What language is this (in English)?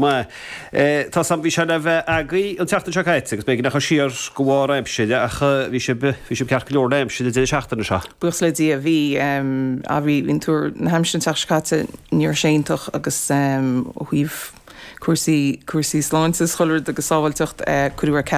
Irish